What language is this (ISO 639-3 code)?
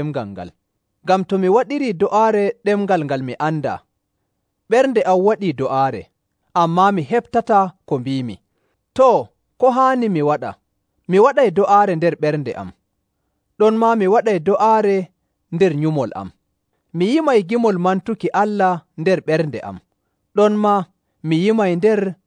fuv